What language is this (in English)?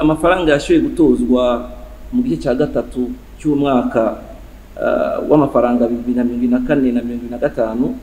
Rundi